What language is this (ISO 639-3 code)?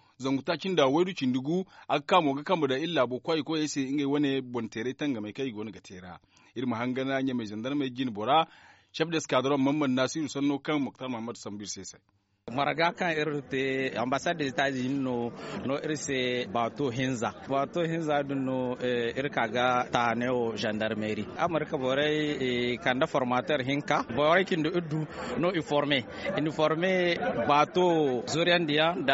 dje